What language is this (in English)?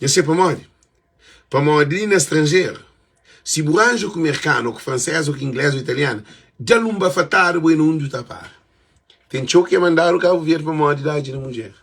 Kabuverdianu